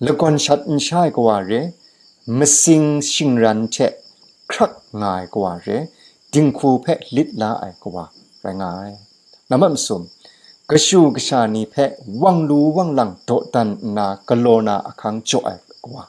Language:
Kachin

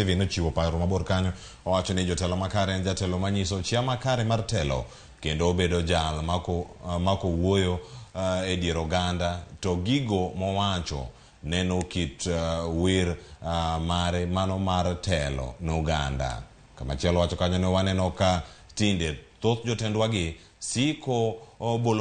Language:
Luo (Kenya and Tanzania)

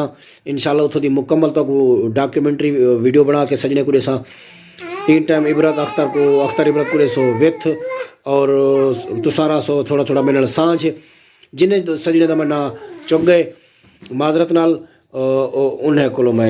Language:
Saraiki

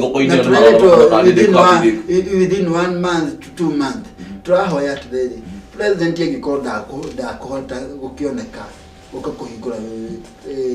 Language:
Kikuyu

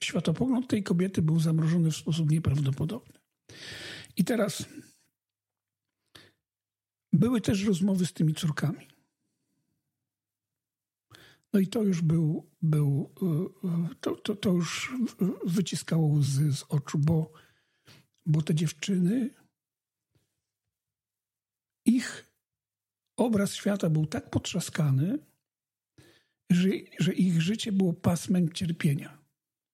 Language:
Polish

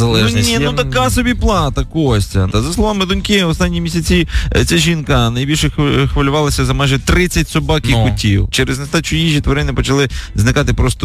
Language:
Ukrainian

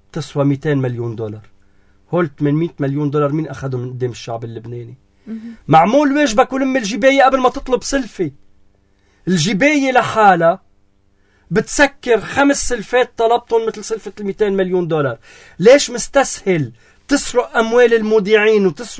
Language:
North Levantine Arabic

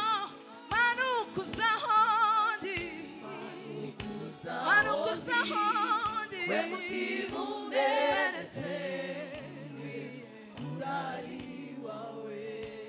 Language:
Kinyarwanda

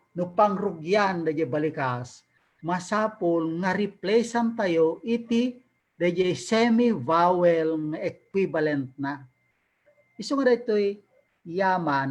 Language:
Iloko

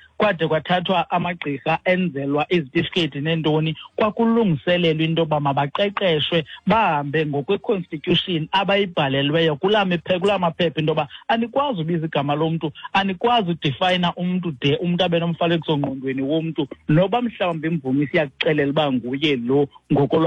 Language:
Xhosa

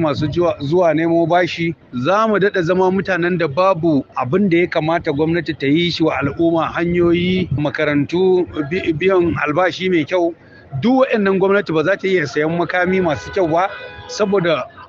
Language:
Hausa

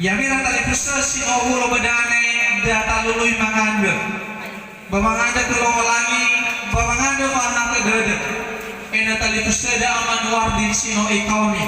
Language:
Nias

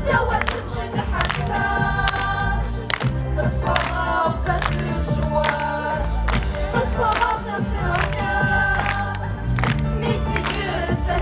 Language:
Kabardian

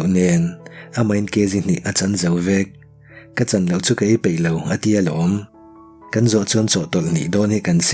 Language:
Mizo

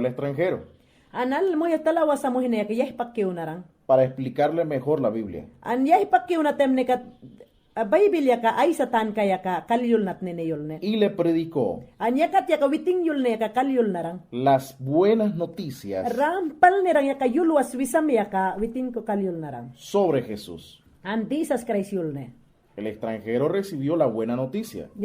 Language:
Mayangna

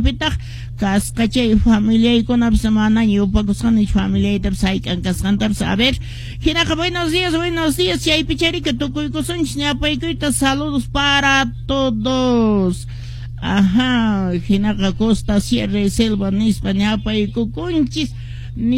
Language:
Quechua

